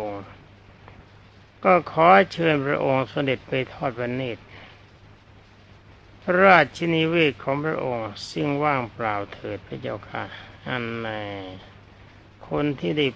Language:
Thai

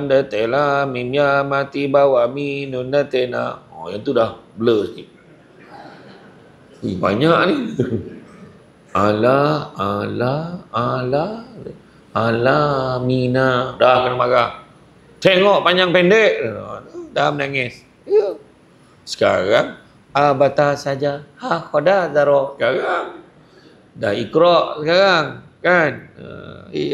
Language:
Malay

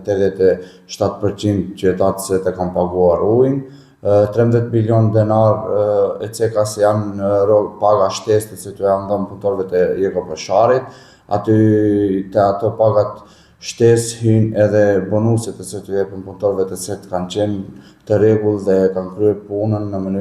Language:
Albanian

